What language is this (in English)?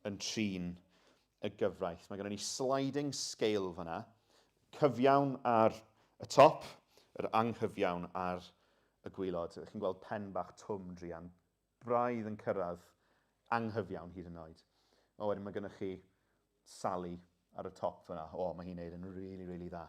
Welsh